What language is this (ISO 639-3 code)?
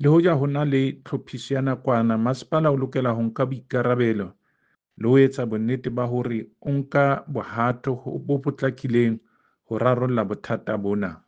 sot